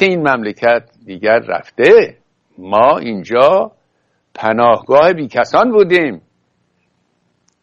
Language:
Persian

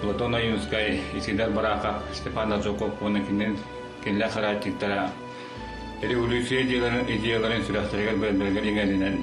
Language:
Yakut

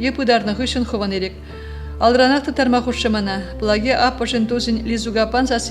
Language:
Chuvash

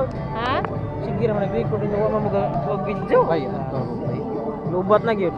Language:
Cebuano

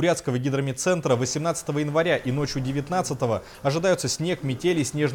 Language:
Russian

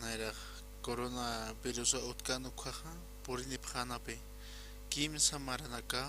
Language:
Aymara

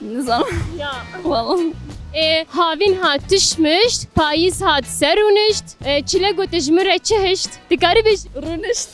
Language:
Kurdish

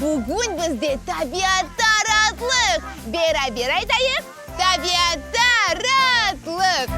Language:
Crimean Tatar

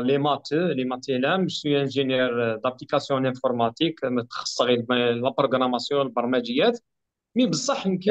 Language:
Kabyle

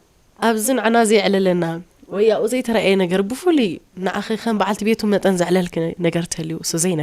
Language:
Tigrinya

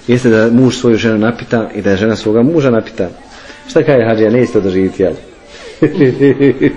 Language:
Bosnian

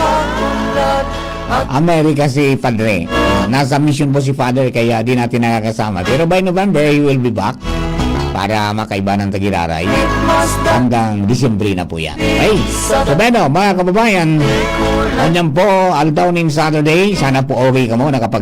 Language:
Bikol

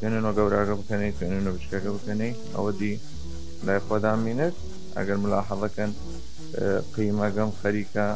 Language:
Southern Kurdish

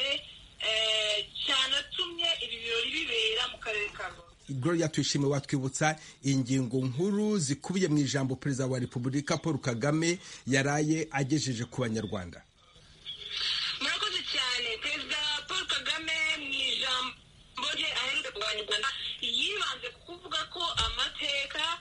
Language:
Kinyarwanda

